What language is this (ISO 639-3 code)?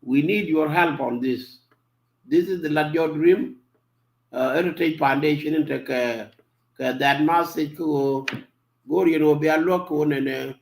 nus